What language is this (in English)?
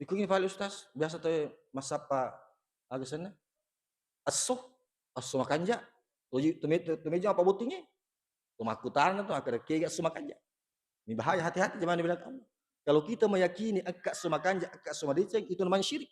Buginese